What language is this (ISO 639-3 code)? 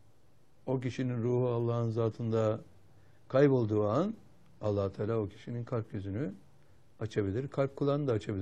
tur